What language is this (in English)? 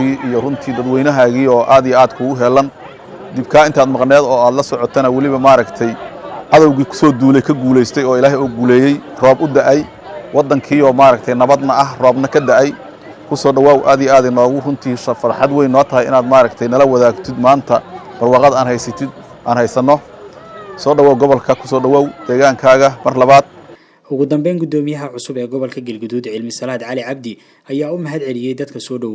Somali